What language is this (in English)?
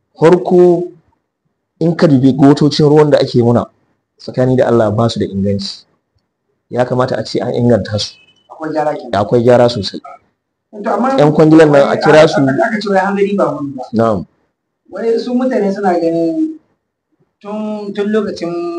Hausa